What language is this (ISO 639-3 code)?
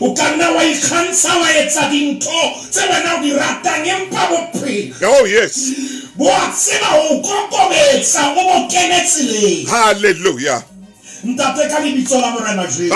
sot